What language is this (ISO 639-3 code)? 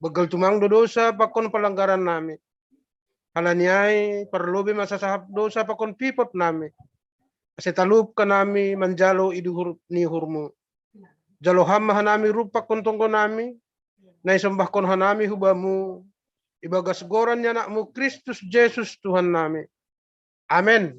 bts